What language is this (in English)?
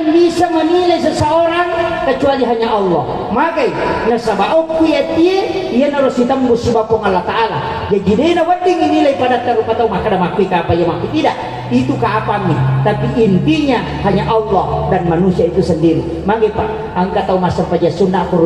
Buginese